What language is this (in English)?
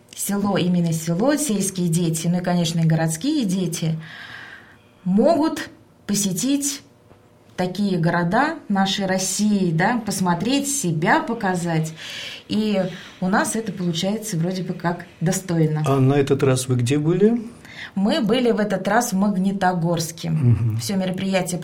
Russian